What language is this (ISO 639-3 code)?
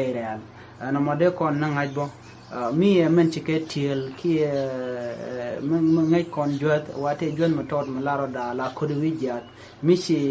nus